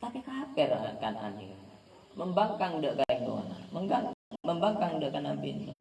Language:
Madurese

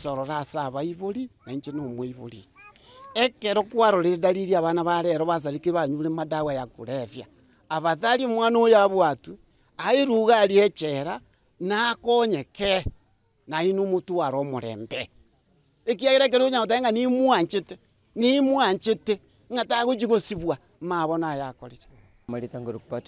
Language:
Gusii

